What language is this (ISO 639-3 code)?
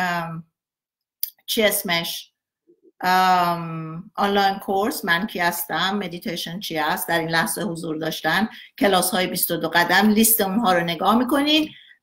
fas